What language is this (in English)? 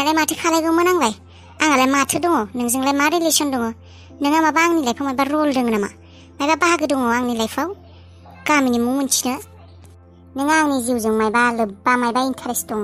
Bodo